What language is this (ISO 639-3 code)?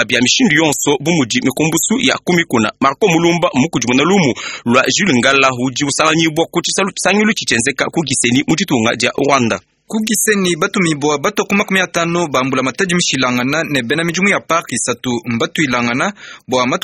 lua